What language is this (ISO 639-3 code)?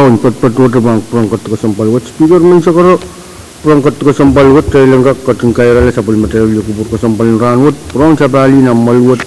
pon